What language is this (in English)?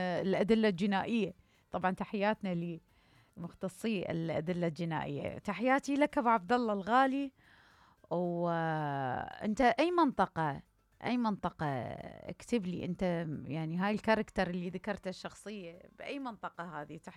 Mesopotamian Arabic